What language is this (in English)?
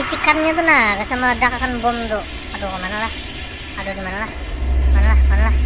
Banjar